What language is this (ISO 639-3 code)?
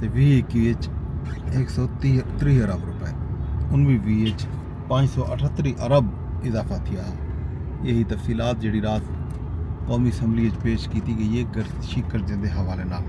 skr